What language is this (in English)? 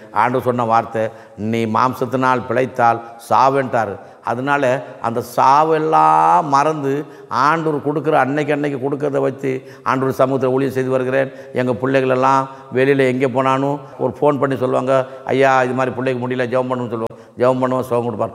Tamil